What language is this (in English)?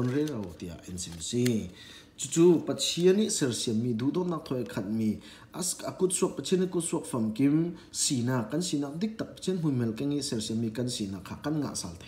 Falam Chin